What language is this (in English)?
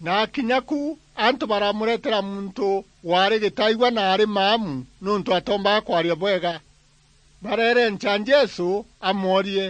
Meru